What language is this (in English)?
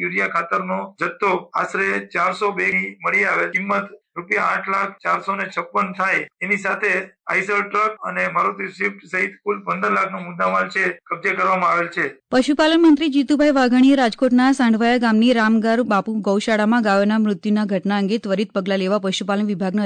Gujarati